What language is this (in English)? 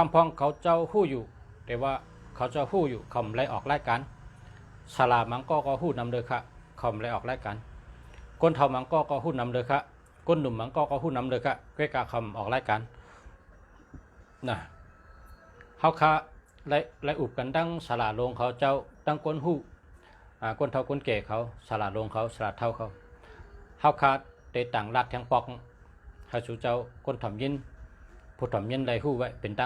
Shan